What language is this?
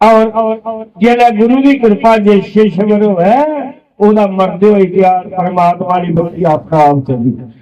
Dogri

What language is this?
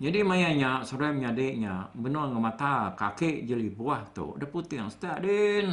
Iban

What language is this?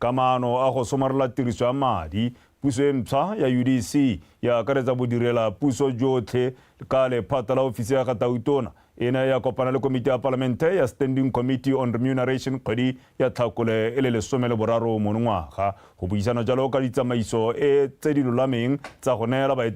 Tswana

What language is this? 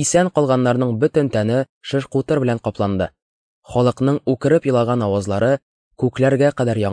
Tatar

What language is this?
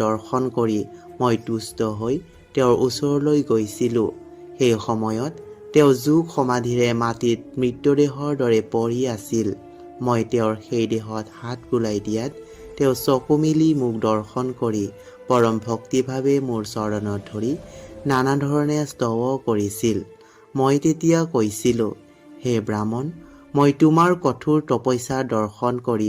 Assamese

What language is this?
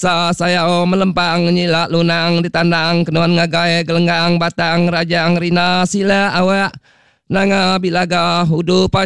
Iban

